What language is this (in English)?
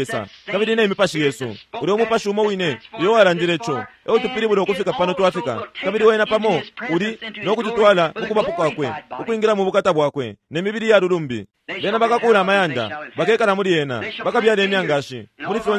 Bemba